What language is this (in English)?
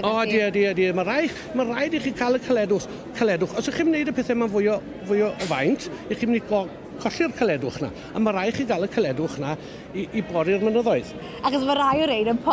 Welsh